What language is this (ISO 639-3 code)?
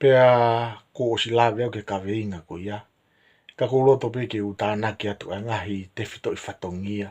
ton